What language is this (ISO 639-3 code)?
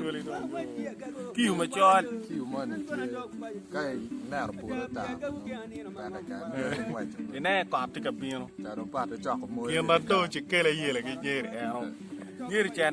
ach